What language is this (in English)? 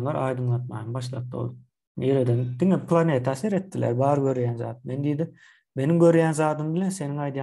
Turkmen